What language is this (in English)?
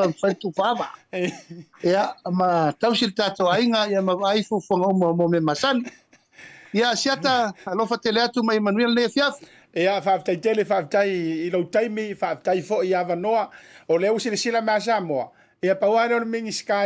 Samoan